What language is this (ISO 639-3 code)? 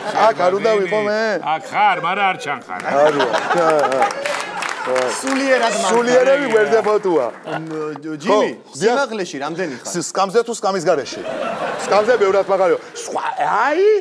kat